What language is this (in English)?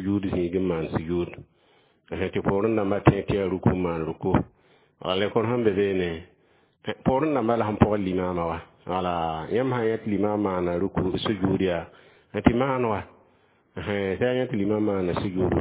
Mossi